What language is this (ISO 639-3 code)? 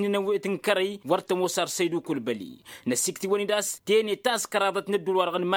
taq